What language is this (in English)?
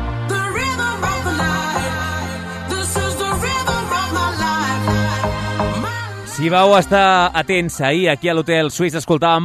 Catalan